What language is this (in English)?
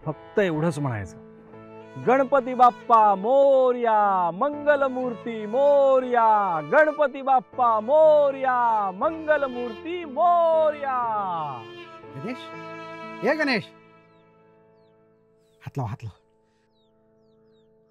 Marathi